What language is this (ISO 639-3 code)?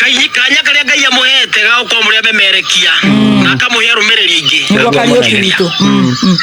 kik